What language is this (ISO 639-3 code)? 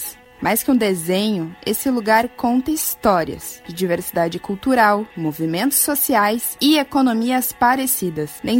por